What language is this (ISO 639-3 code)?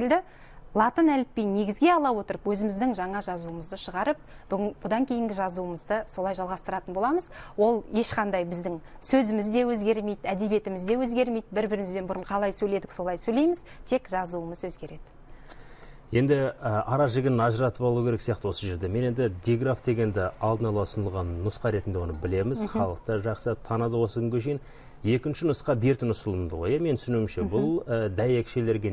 kaz